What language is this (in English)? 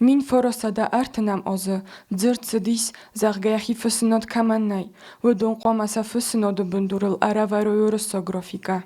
Ossetic